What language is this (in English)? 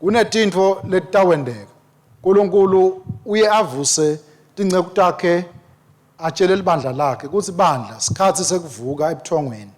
Swati